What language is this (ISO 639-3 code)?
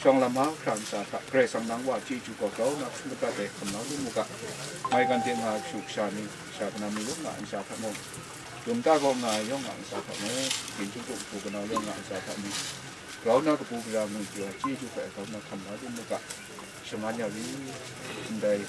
kac